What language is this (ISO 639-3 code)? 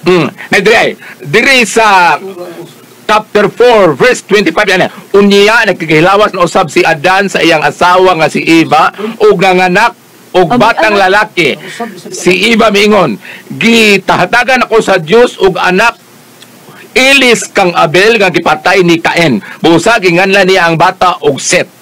ceb